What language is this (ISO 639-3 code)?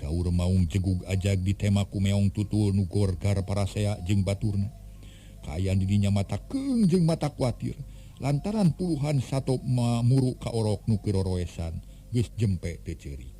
sun